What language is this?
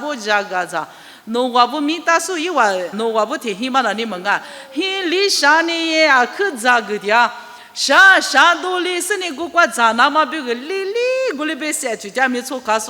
Lisu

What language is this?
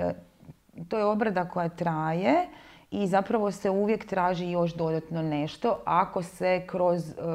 Croatian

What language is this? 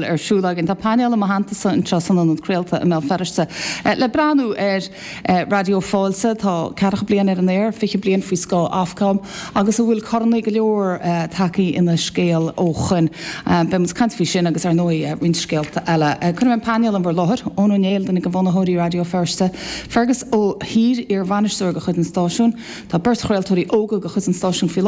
Irish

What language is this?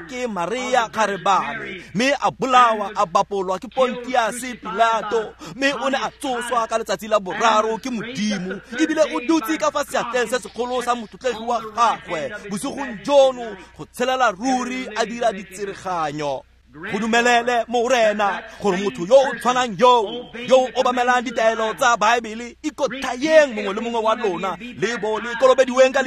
Tswana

